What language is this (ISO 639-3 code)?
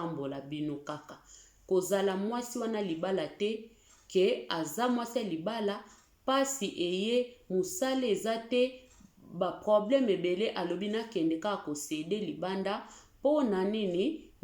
lin